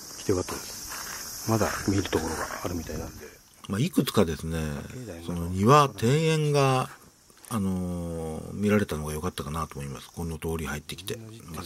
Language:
Japanese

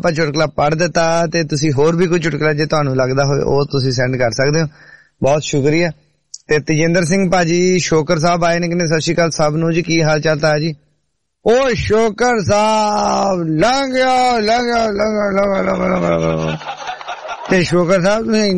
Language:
Punjabi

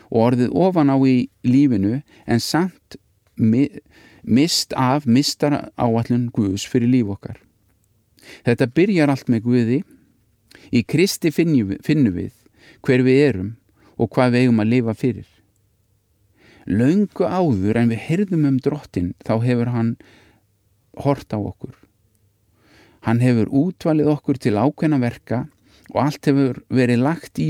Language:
Icelandic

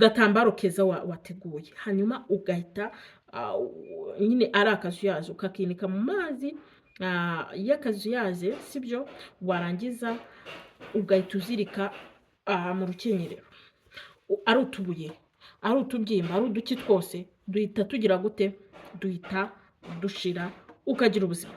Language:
Kinyarwanda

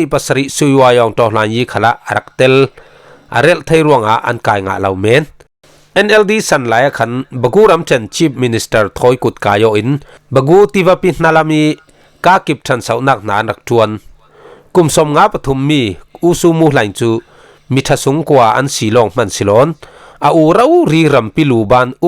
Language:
Falam Chin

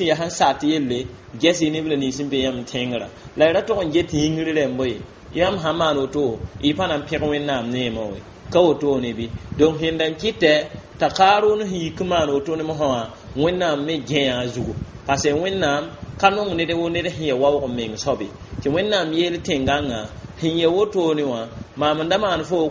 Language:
Mossi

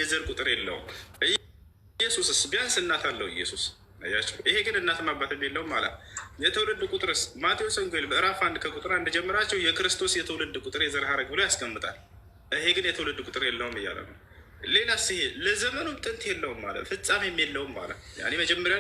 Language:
Amharic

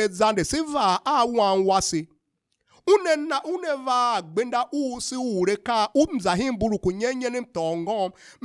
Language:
Tiv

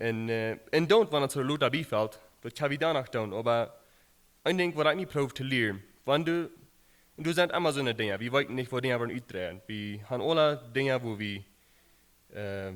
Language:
Plautdietsch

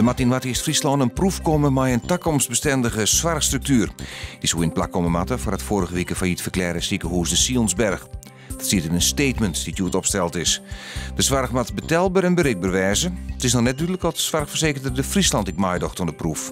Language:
Western Frisian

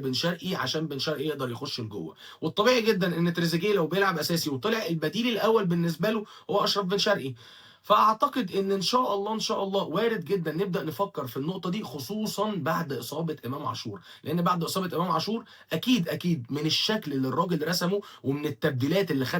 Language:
Egyptian Arabic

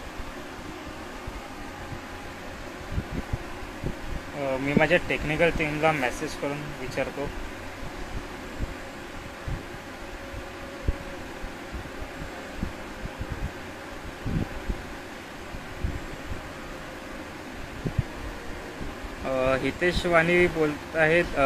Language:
Marathi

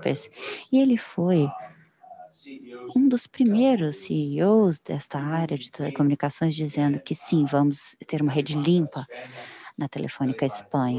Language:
Portuguese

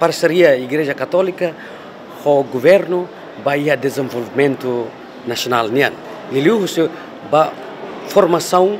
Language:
Tetum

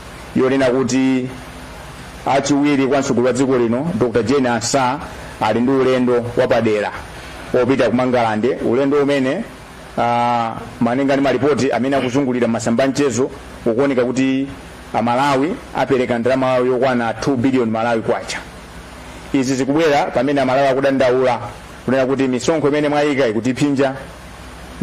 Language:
Nyanja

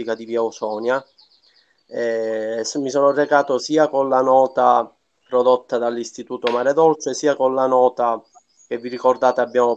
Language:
Italian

